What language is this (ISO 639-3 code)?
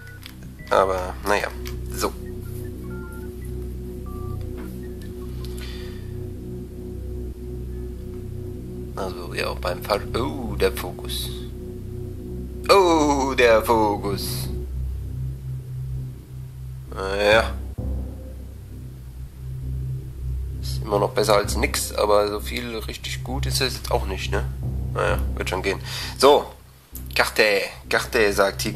deu